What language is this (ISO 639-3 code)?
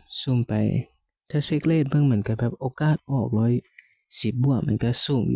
lao